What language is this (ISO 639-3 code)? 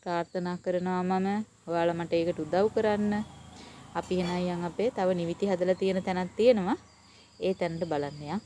sin